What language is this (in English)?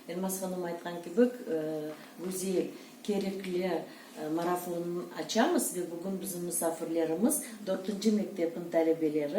Crimean Tatar